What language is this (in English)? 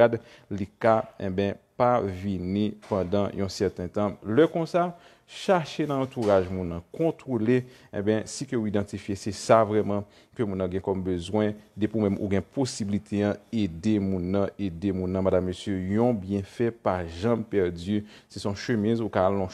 Haitian Creole